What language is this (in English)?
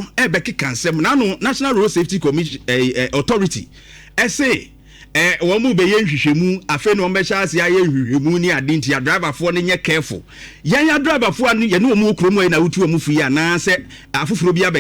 Akan